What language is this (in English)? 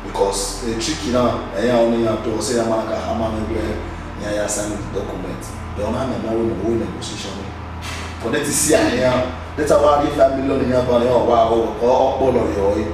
Bini